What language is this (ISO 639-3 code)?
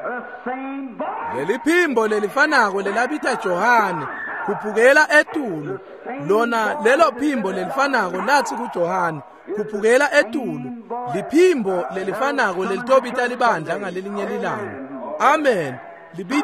ssw